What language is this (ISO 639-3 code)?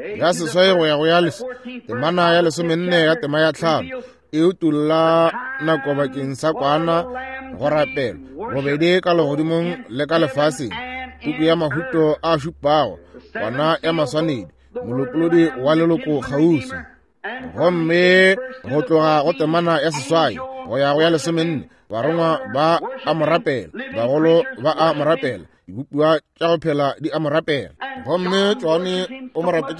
nso